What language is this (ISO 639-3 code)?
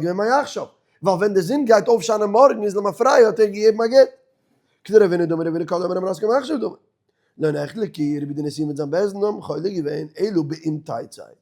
yid